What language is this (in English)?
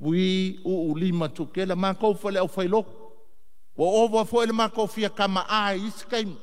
Samoan